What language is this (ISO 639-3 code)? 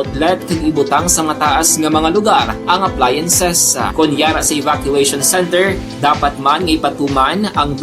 hil